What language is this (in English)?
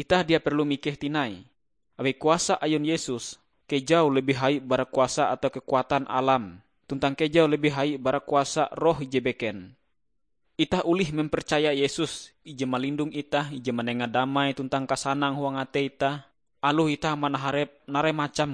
Ngaju